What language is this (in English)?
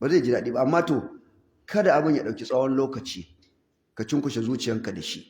Hausa